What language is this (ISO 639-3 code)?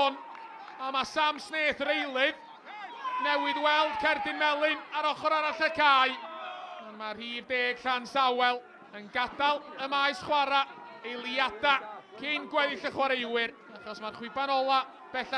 cym